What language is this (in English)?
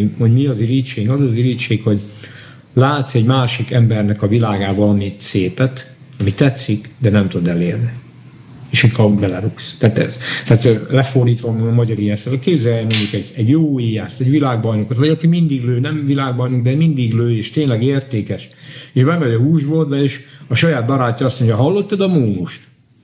Hungarian